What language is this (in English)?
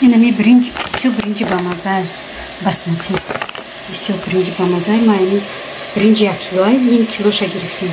Tajik